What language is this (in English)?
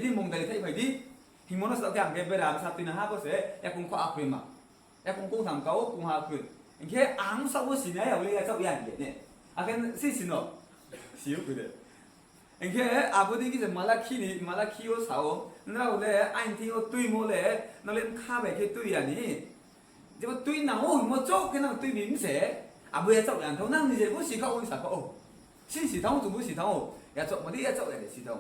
Riang (India)